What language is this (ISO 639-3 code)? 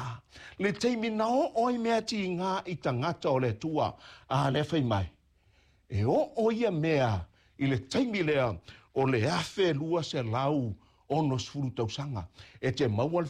smo